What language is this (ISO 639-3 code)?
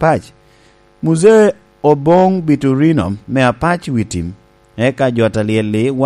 laj